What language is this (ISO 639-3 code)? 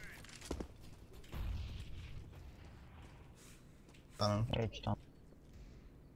hun